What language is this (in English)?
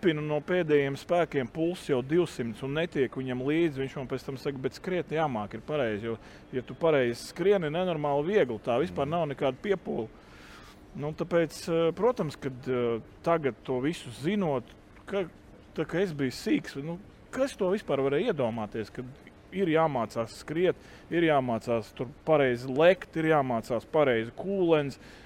Latvian